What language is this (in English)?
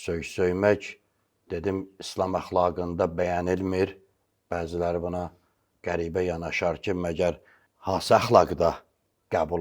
Azerbaijani